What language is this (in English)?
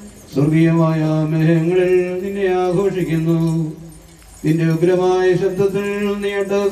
Malayalam